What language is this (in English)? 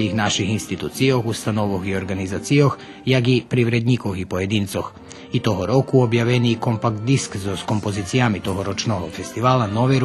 Rusyn